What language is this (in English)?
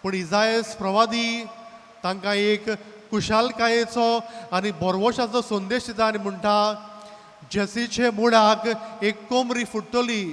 Konkani